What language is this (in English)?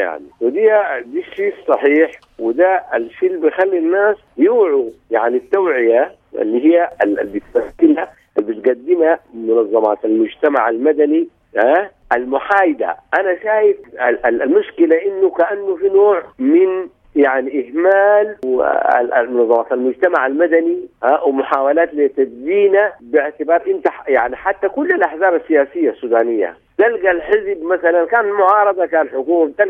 Sudanese Arabic